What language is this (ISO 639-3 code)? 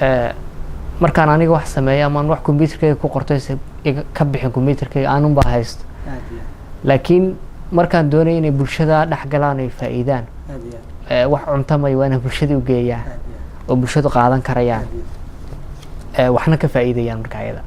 som